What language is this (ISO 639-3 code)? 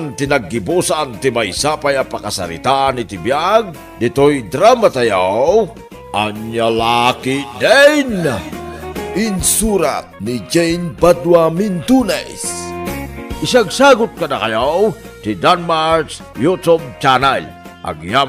ilo